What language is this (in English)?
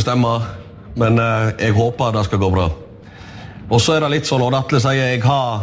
Norwegian